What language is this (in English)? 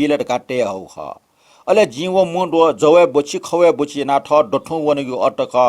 Newari